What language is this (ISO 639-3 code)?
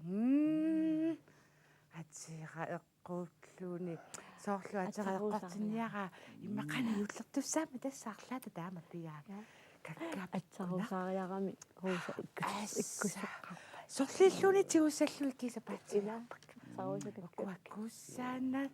kal